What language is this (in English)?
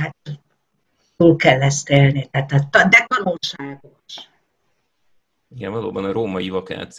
Hungarian